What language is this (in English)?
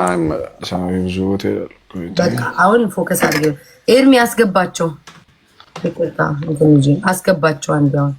Amharic